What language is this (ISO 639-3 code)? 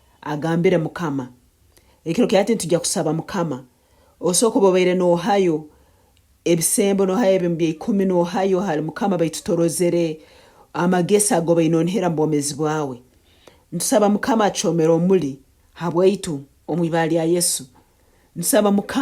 nyn